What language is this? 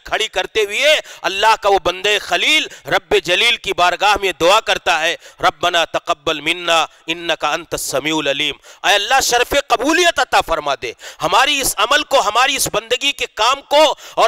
Urdu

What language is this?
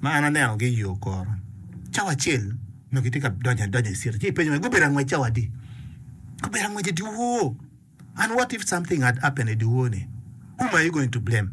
Acoli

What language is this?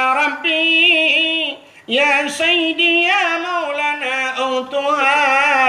Achinese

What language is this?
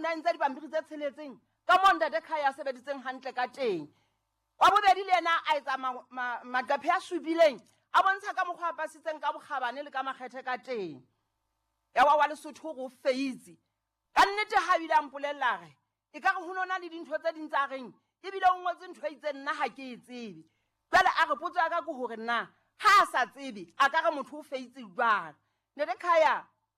Southern Sotho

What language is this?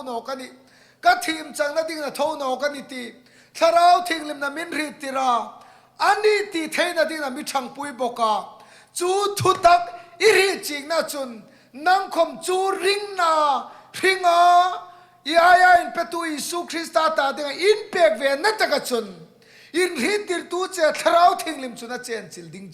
Hmar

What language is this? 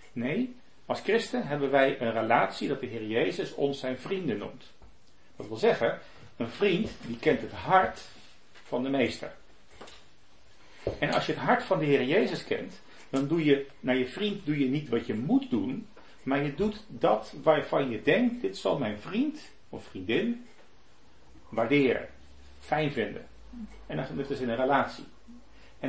Dutch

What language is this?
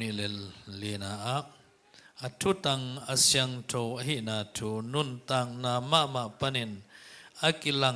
Tedim Chin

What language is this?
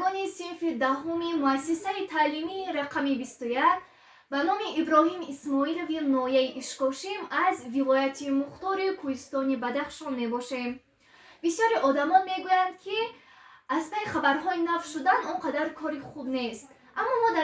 Tajik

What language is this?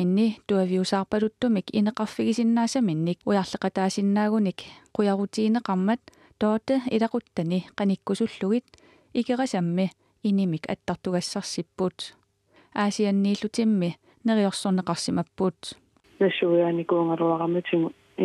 Kalaallisut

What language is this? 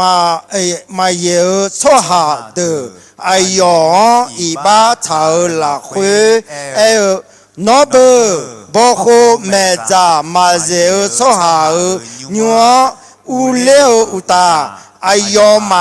Akha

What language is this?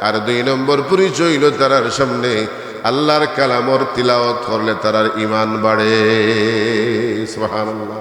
Sylheti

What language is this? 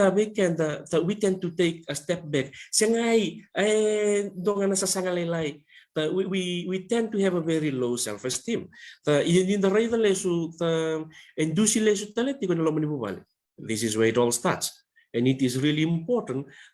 Fijian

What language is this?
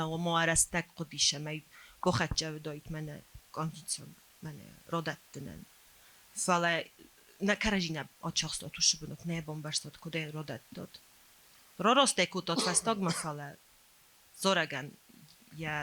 Ossetic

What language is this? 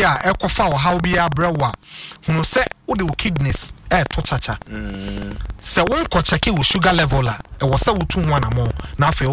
Akan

